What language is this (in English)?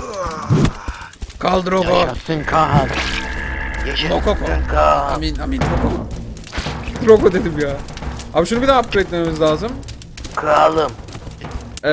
Turkish